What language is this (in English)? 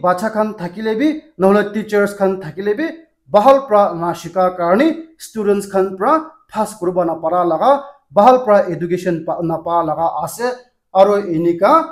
Naga Pidgin